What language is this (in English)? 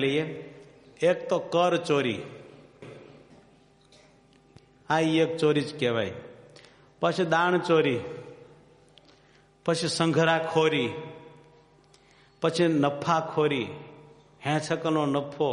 Gujarati